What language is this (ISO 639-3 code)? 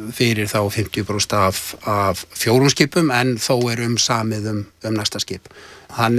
isl